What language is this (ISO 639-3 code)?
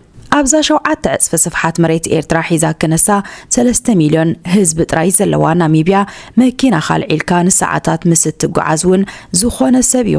tir